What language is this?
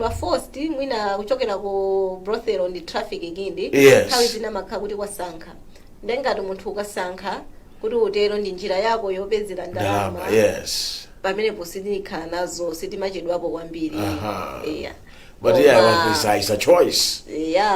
Nyanja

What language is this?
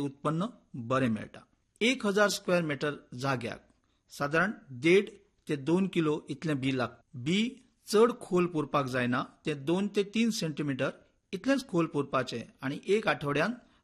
Konkani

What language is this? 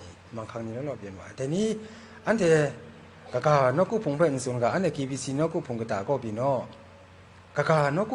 Kachin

